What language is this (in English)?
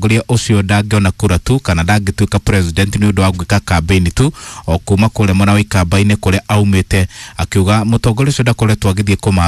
Kikuyu